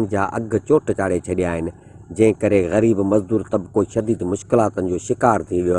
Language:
Sindhi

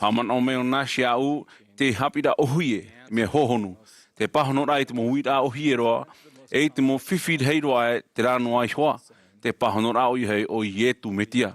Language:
Tahitian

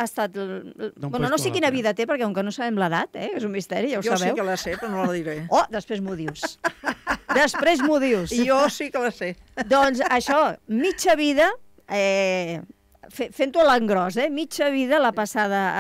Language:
Catalan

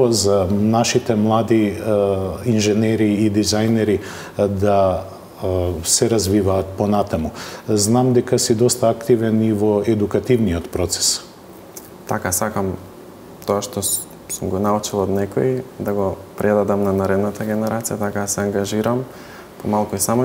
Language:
Macedonian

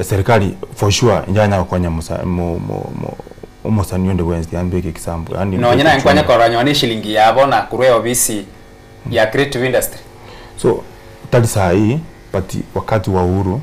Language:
Gusii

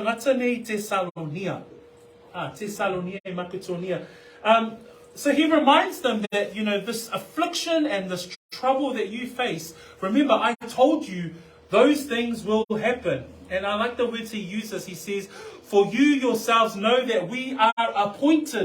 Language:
Samoan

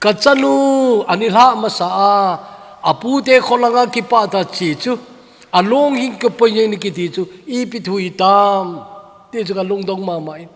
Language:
Thado Chin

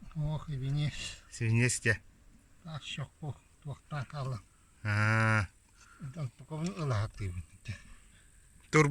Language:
Yakut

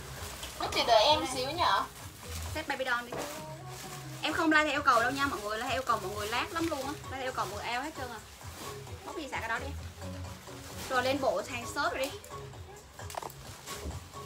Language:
Vietnamese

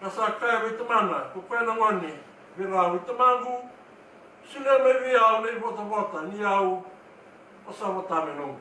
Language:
Fijian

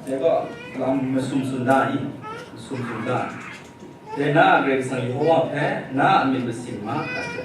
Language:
Kachin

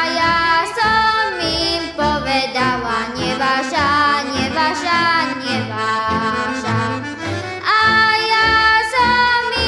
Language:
Slovak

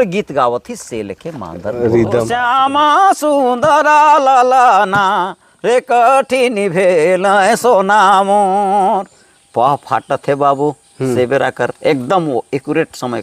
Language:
Sadri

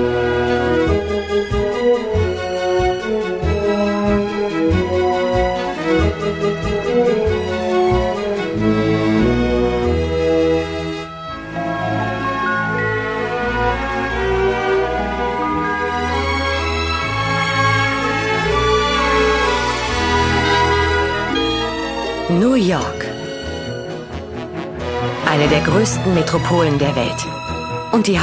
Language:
German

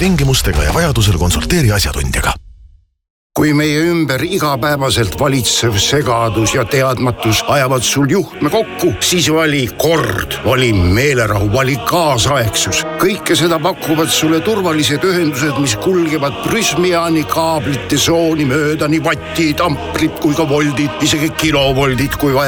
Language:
Estonian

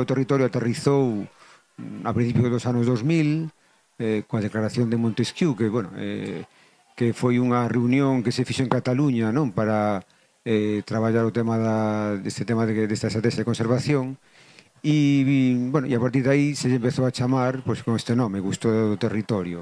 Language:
Galician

